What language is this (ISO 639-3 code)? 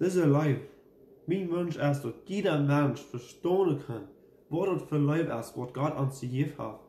pdt